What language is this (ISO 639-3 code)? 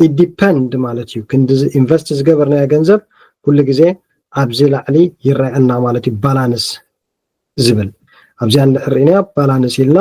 tir